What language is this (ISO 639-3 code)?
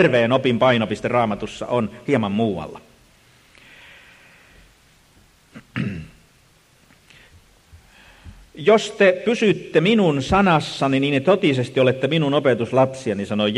fin